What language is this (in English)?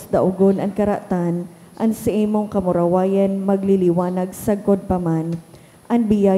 Bikol